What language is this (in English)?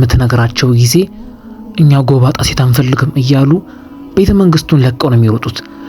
Amharic